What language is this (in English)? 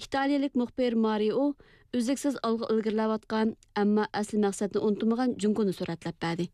Uyghur